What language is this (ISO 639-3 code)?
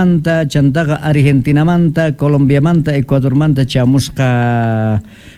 quh